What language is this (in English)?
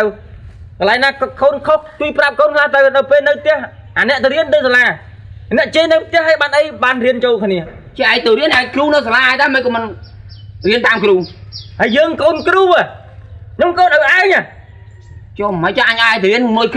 Khmer